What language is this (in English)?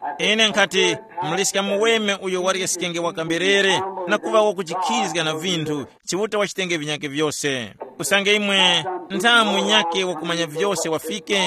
Tumbuka